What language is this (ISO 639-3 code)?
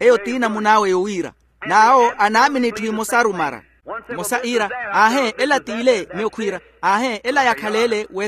vmw